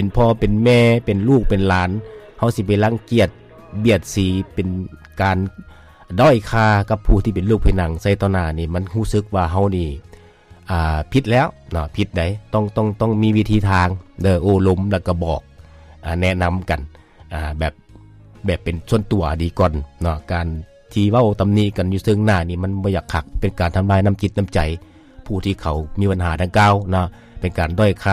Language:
Lao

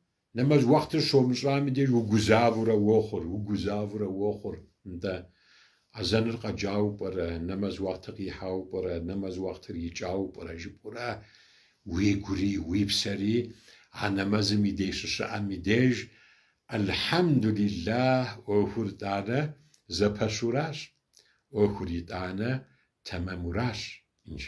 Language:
Kabardian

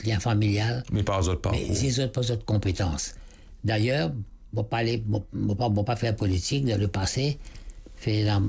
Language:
Morisyen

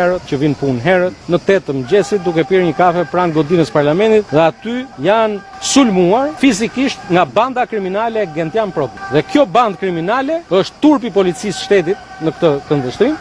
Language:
Albanian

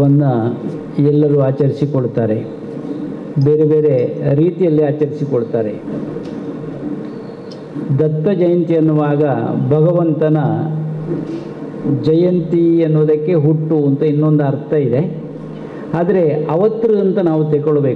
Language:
Kannada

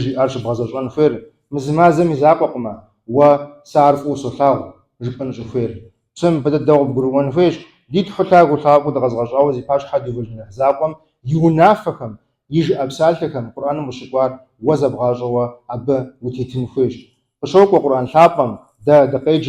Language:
Kabardian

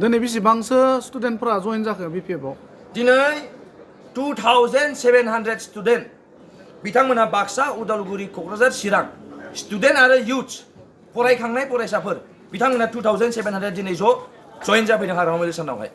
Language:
Bodo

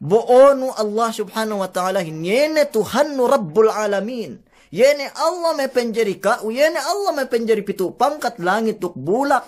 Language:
Yakan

